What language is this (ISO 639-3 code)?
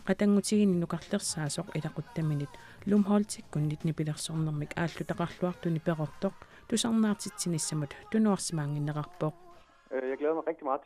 kal